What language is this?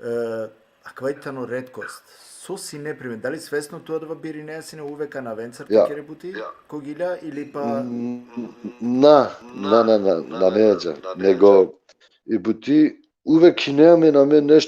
Balkan Romani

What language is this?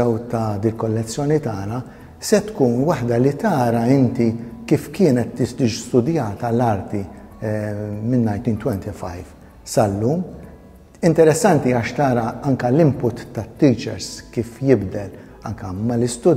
Maltese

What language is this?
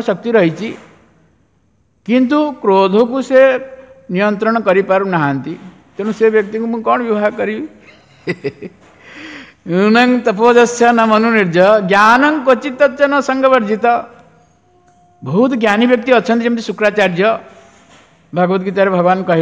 Odia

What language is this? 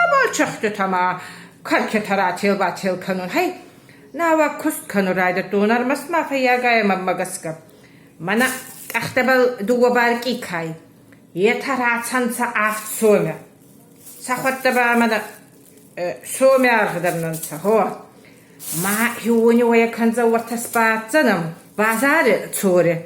Ossetic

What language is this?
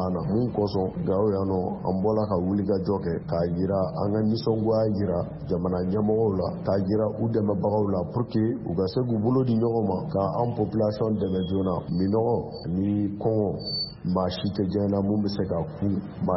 Bambara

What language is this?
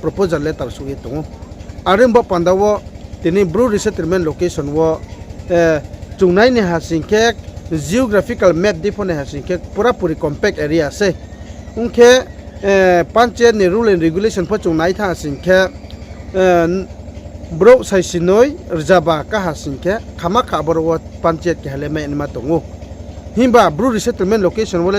Riang (India)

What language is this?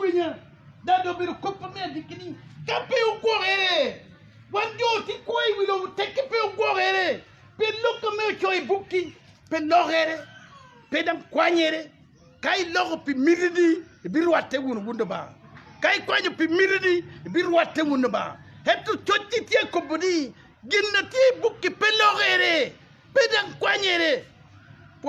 Acoli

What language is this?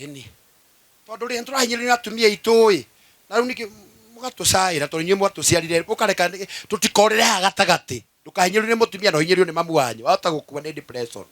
Kikuyu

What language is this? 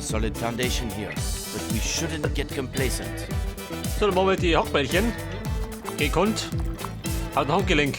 Bavarian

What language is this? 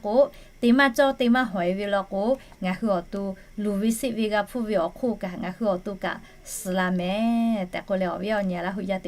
Lahu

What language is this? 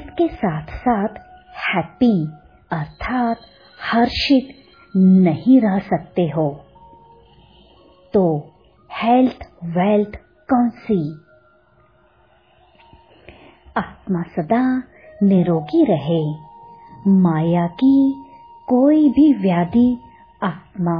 Hindi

